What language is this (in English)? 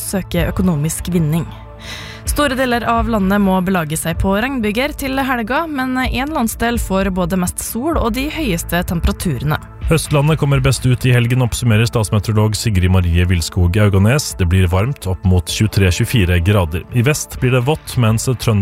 Norwegian